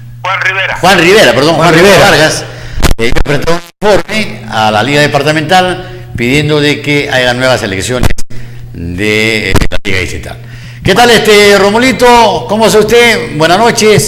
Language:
Spanish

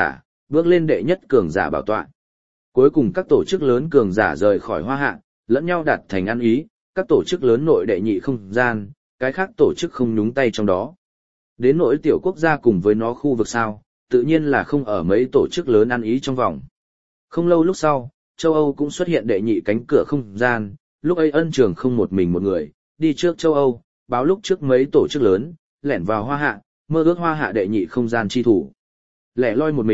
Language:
Vietnamese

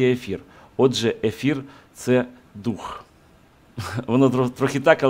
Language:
Ukrainian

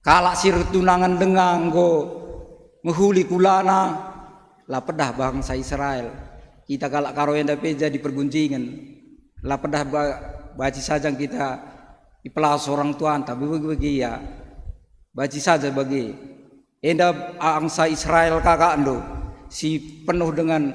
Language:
Batak Karo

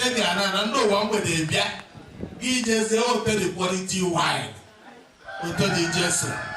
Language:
Igbo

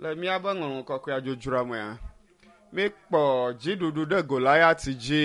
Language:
Ewe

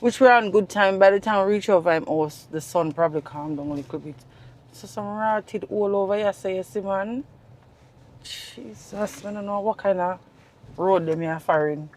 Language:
Jamaican Creole English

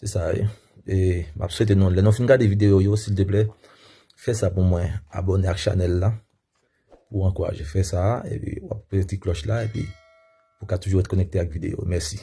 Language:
Haitian Creole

